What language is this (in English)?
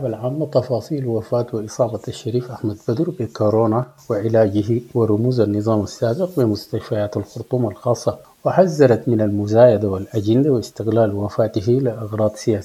Sudanese Arabic